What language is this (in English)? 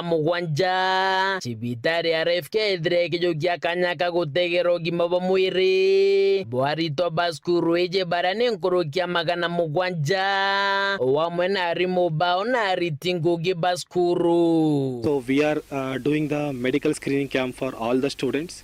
Meru